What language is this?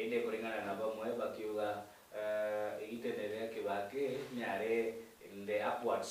Meru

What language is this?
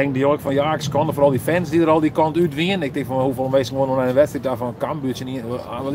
Western Frisian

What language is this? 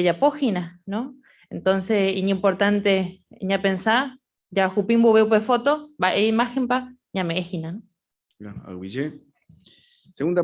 Guarani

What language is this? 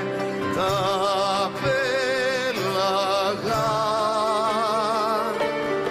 Greek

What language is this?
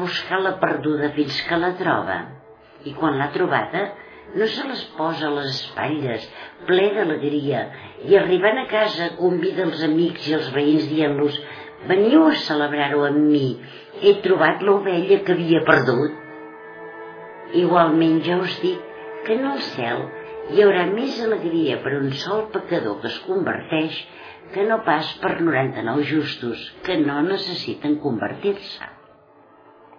Catalan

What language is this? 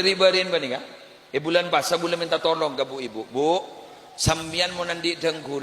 Madurese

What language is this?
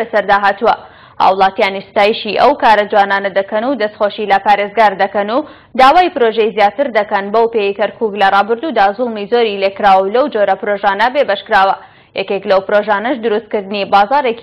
Central Kurdish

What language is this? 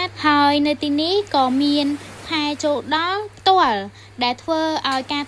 Khmer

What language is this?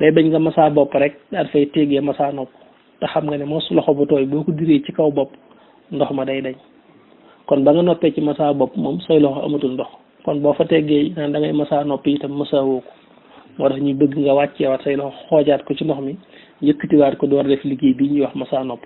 Wolof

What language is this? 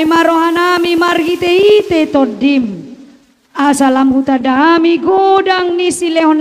Batak Toba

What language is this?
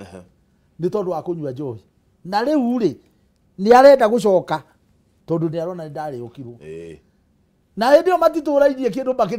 Kikuyu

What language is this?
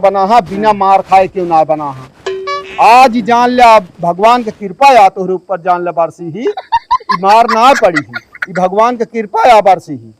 Awadhi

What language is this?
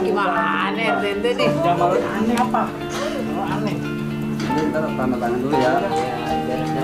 Betawi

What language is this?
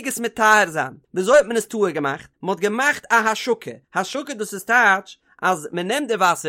Yiddish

